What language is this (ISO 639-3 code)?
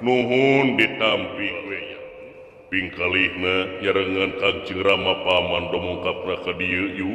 sun